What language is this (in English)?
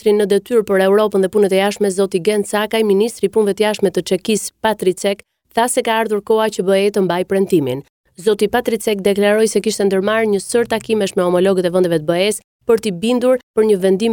Albanian